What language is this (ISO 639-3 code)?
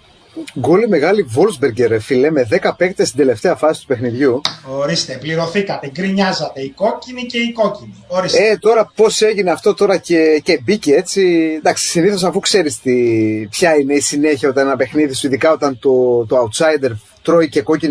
ell